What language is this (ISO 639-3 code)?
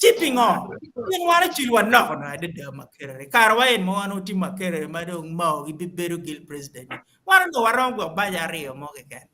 ach